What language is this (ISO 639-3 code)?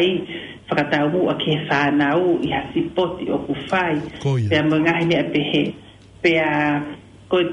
ton